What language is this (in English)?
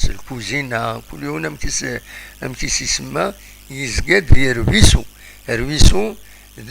Kabyle